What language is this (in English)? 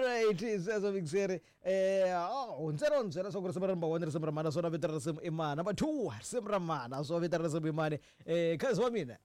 Tsonga